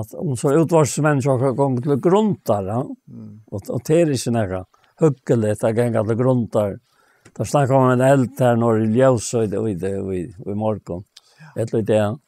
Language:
Faroese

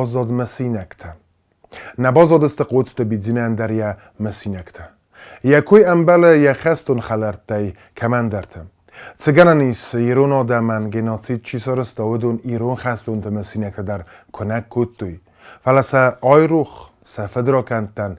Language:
Ossetic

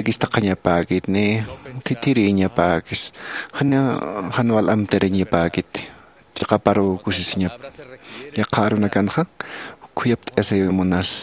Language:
Aymara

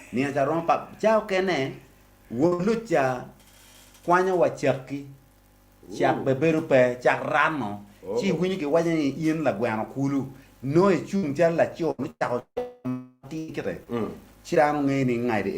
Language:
Acoli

